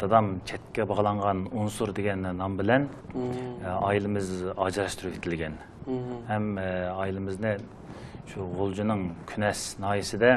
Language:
Uyghur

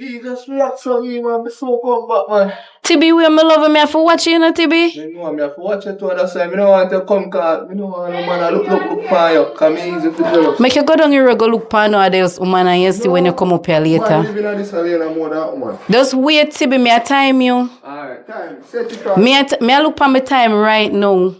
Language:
Jamaican Creole English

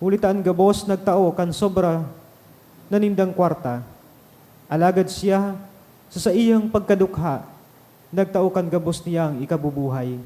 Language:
Bikol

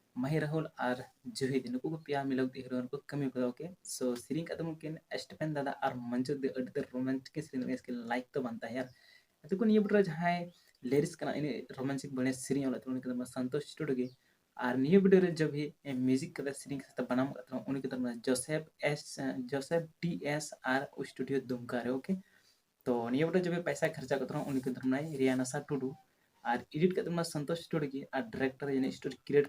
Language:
Santali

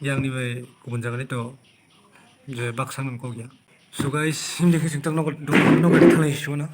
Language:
Kok Borok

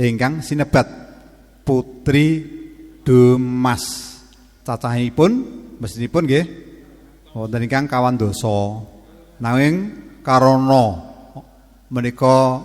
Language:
Javanese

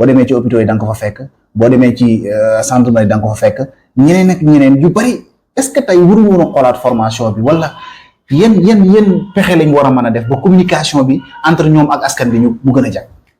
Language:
Wolof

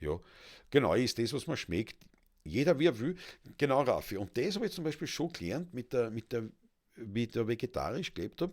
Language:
Bavarian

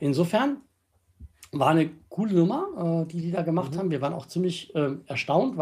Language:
German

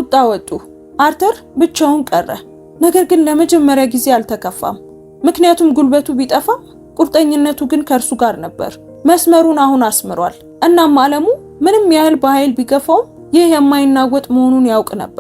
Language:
Amharic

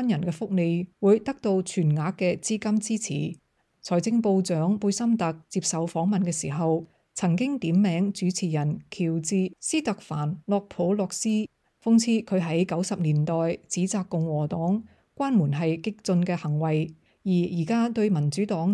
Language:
Cantonese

